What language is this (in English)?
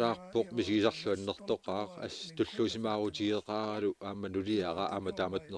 Kalaallisut